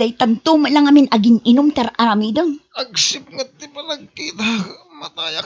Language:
Iloko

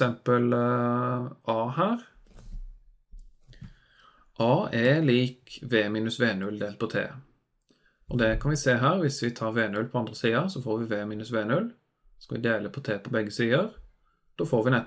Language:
Norwegian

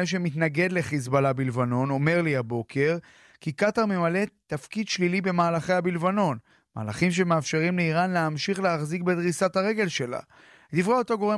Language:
Hebrew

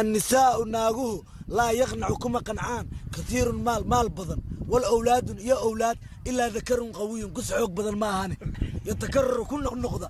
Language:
Somali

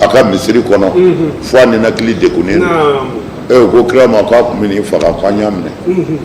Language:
Bambara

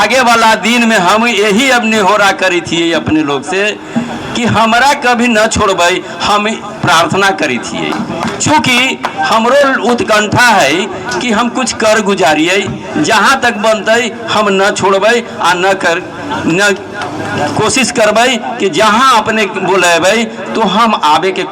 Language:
Magahi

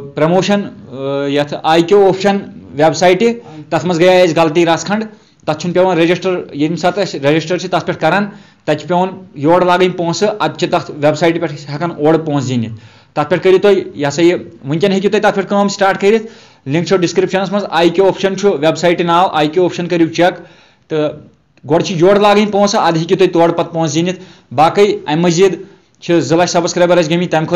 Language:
Kashmiri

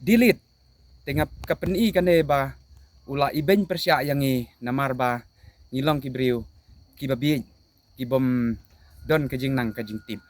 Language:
Khasi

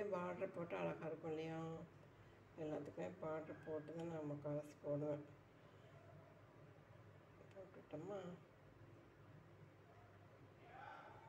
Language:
Tamil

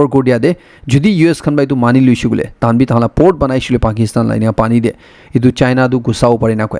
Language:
Naga Pidgin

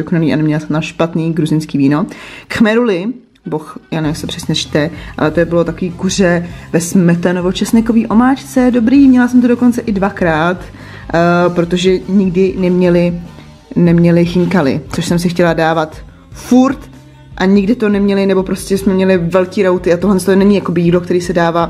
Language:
Czech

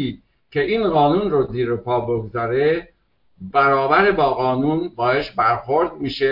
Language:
Persian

